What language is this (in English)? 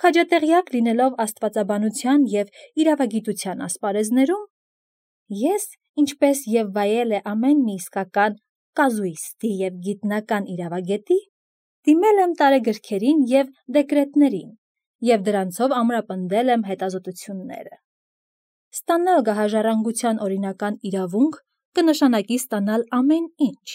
Armenian